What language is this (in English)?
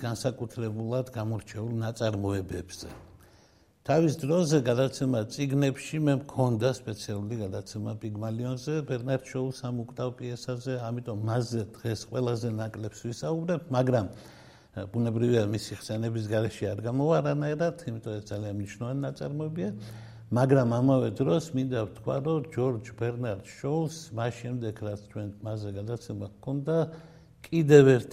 Georgian